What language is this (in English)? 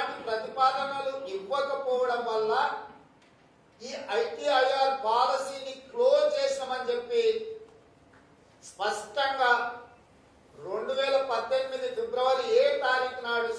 Telugu